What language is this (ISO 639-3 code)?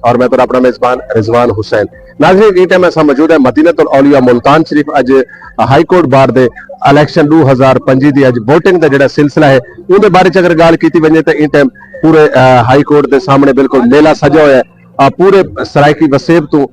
skr